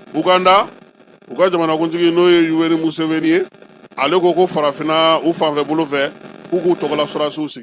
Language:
Bambara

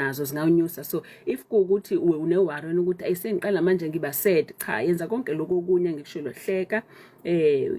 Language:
Zulu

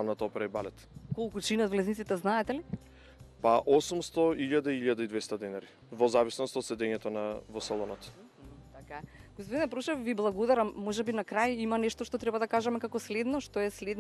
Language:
Macedonian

